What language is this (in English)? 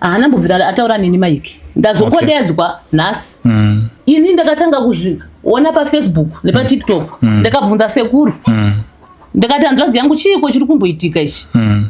Shona